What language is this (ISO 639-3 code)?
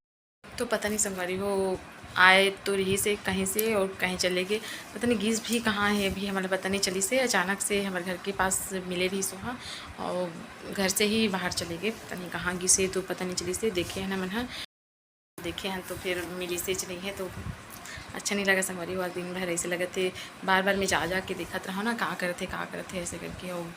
hne